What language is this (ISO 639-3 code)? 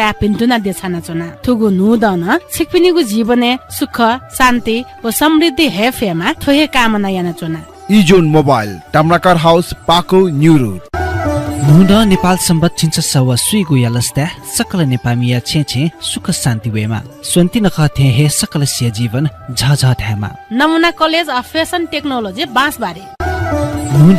new